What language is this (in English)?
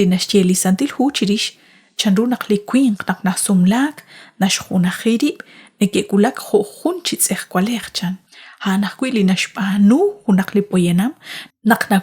Kekchí